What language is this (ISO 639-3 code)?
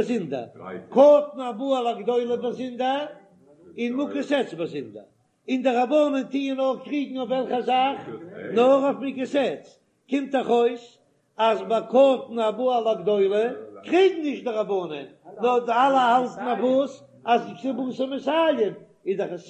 yid